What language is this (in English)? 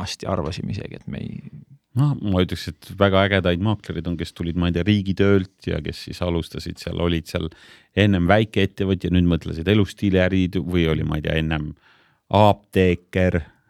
Estonian